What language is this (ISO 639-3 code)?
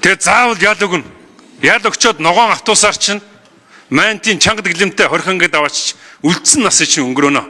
mon